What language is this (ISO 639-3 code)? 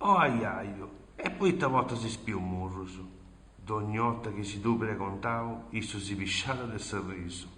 srd